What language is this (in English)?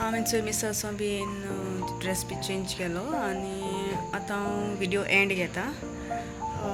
Konkani